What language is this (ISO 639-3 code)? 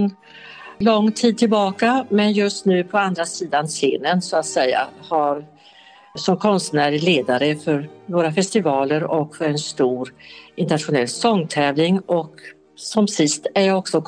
swe